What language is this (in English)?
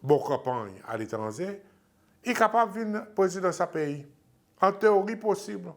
Seselwa Creole French